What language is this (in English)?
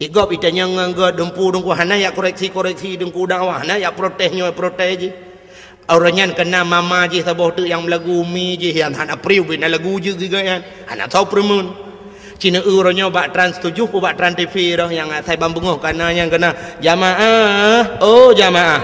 Achinese